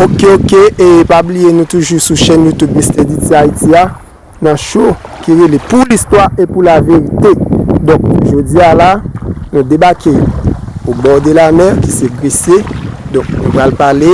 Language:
Haitian Creole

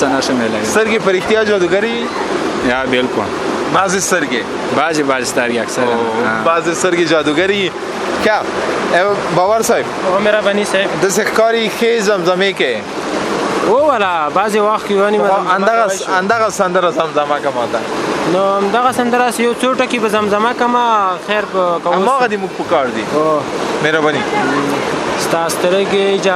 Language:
Pashto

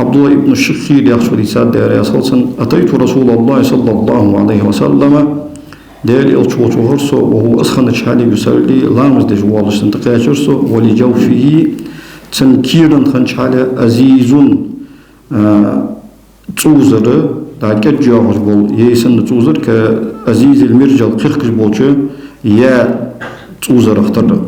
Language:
Ingush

